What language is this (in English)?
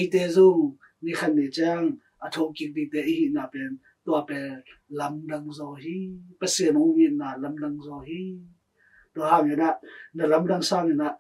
Tedim Chin